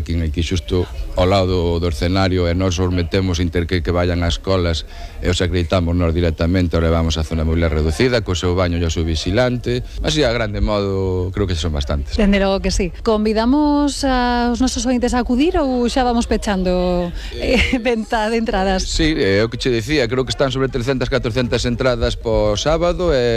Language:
Galician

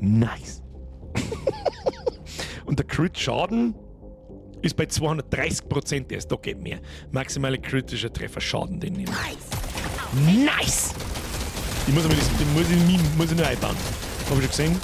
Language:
Bavarian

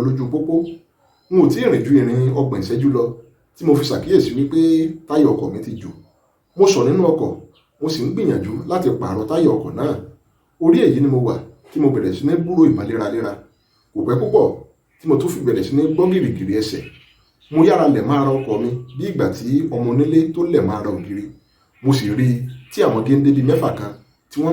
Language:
Yoruba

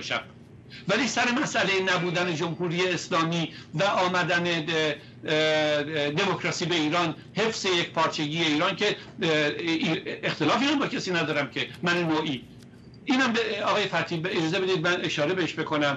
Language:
Persian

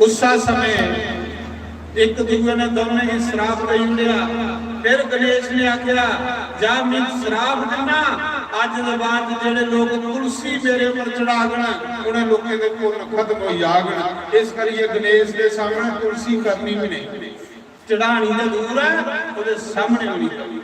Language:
Dogri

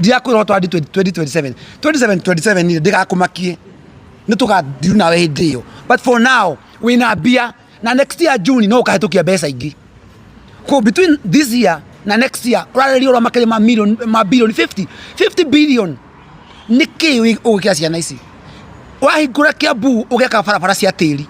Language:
Kikuyu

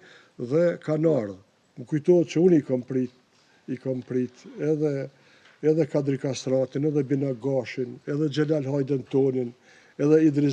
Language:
Albanian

